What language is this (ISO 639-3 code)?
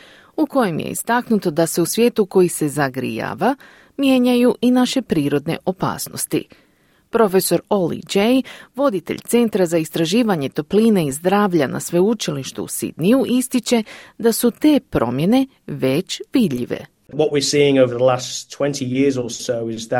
hrv